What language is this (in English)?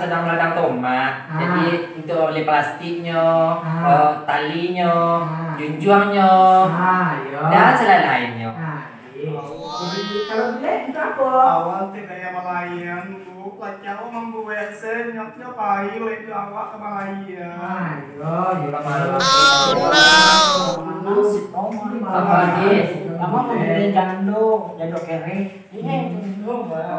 Minangkabau